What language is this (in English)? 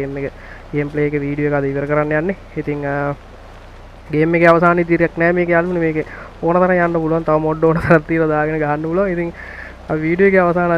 Sinhala